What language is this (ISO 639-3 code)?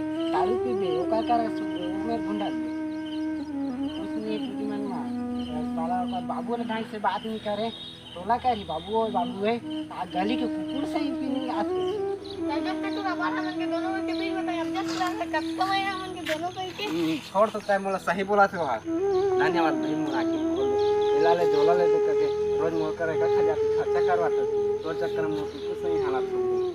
hne